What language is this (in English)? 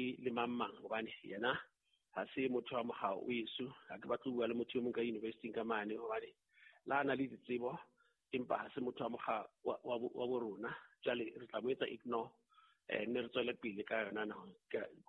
Southern Sotho